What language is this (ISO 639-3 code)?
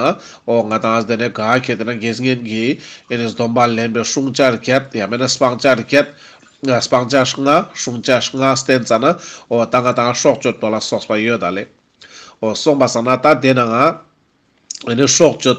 lbj